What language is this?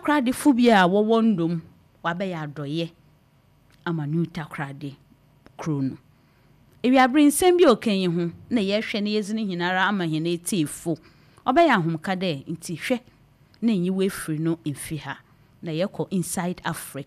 Akan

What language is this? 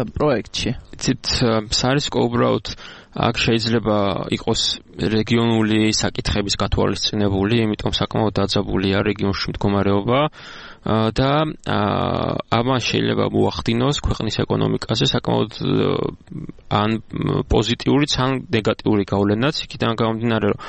Georgian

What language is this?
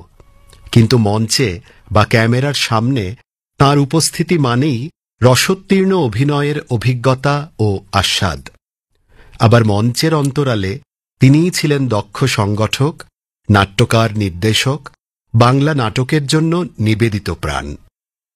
Bangla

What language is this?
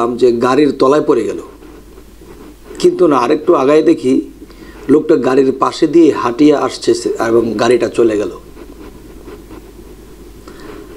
Bangla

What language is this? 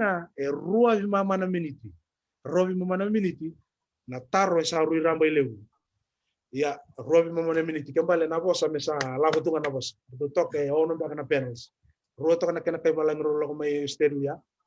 Fijian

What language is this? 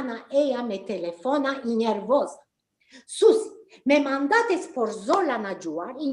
Ladino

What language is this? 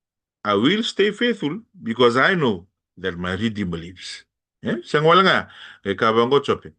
Fijian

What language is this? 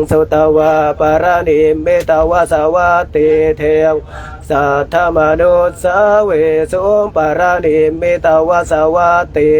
Pali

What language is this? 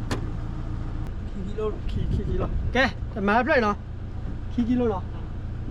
S'gaw Karen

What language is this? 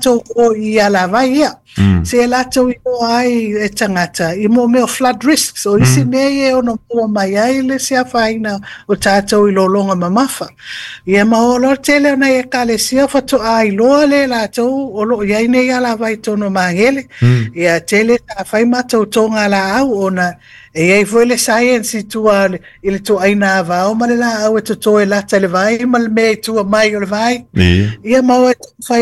Samoan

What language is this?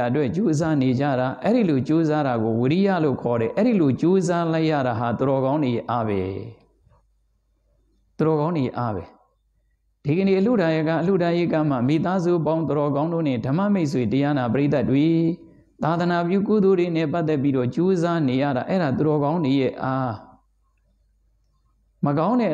Burmese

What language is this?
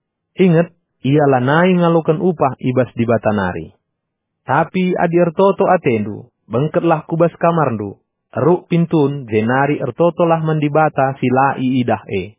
Batak Karo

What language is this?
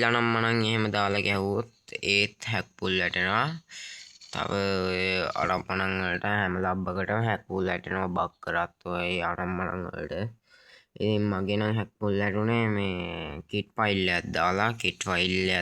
Sinhala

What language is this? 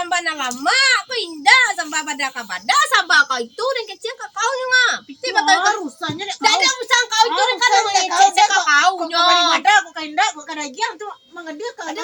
Minangkabau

